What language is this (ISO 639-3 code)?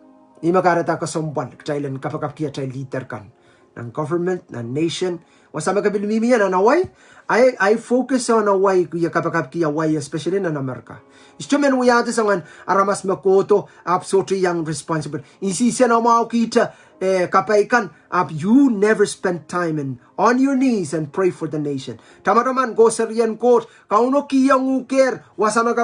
pon